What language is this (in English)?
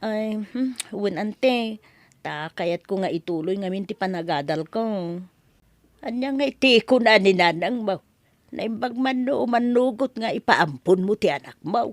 Iloko